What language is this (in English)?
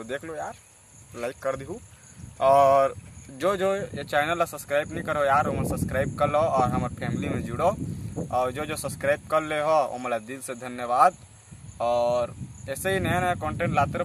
Chhattisgarhi